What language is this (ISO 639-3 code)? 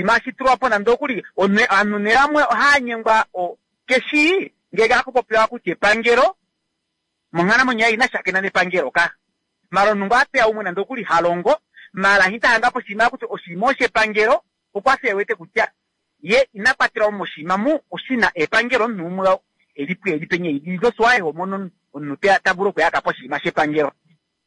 kua